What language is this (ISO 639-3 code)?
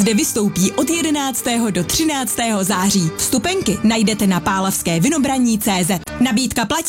ces